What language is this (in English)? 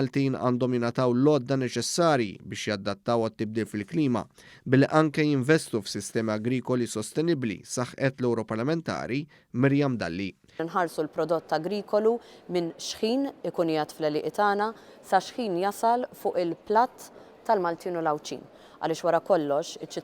Maltese